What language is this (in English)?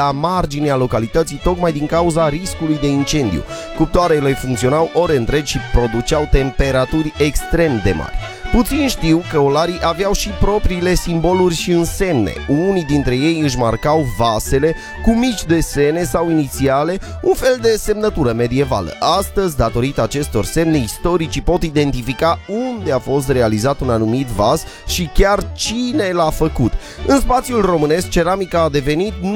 Romanian